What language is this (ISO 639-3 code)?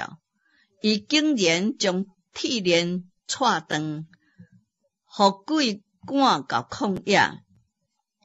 nan